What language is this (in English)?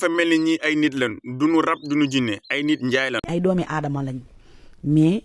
Wolof